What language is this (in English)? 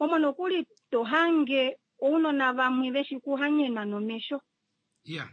Kuanyama